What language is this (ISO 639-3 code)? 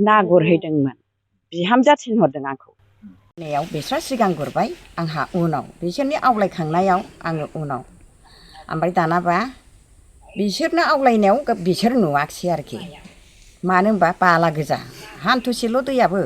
brx